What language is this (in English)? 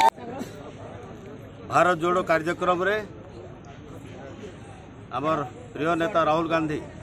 Odia